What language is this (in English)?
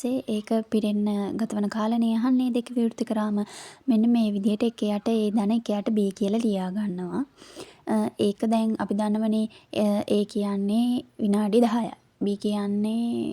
Sinhala